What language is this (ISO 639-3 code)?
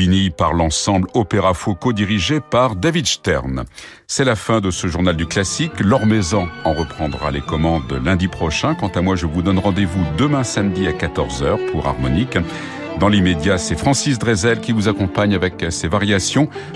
fra